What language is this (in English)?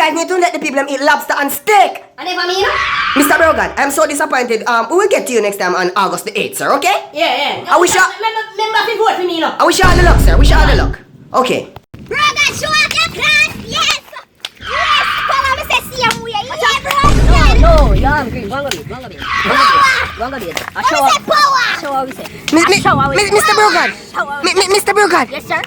Jamaican Creole English